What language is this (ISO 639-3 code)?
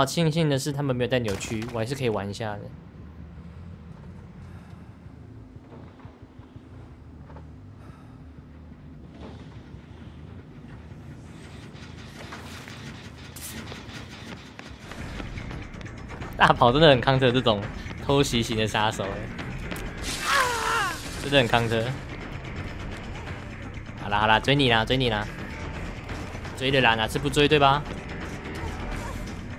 zho